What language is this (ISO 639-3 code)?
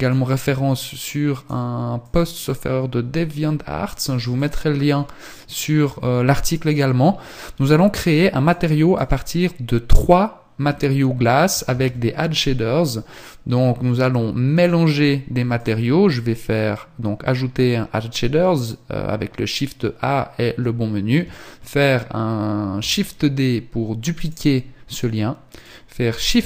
fra